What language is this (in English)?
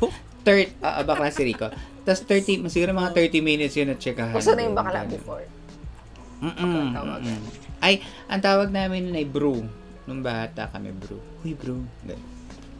Filipino